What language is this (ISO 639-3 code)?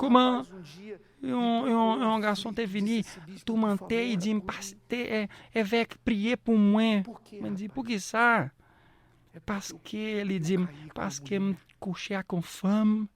hat